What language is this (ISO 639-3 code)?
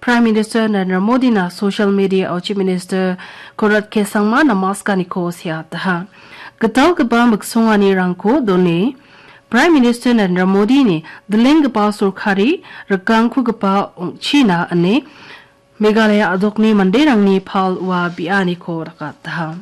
grt